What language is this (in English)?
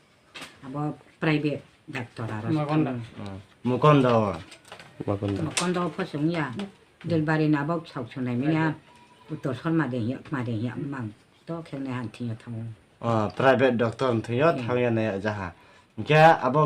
Riang (India)